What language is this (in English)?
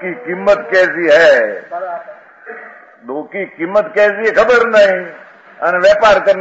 Hindi